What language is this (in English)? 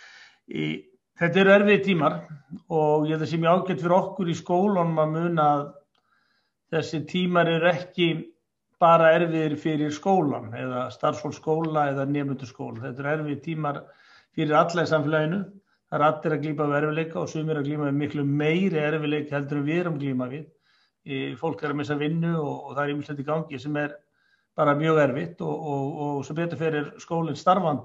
Icelandic